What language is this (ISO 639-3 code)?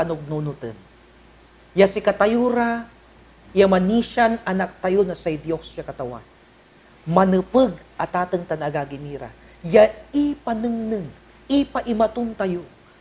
pag